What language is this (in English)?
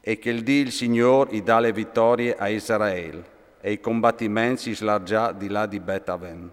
Friulian